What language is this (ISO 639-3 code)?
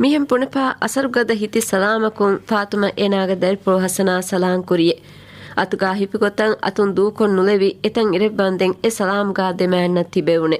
div